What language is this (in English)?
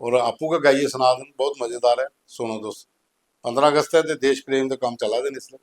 Dogri